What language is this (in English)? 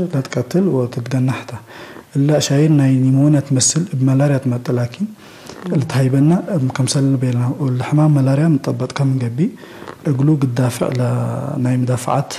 Tigre